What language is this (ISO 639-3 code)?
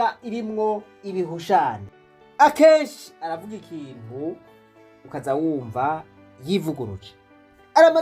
run